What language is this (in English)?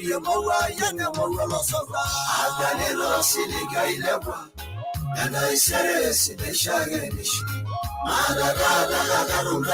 Masai